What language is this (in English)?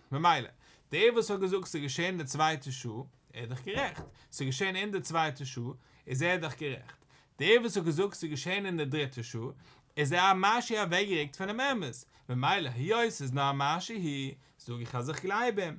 Yiddish